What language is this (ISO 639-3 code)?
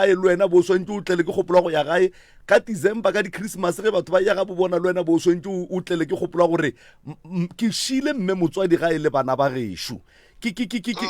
nso